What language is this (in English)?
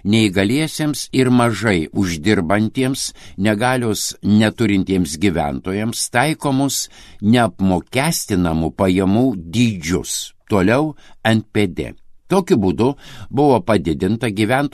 Lithuanian